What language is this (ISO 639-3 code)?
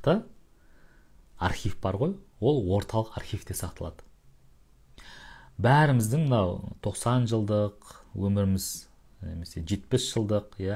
kaz